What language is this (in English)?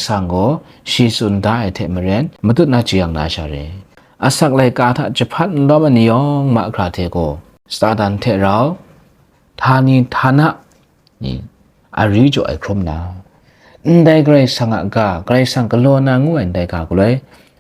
Kachin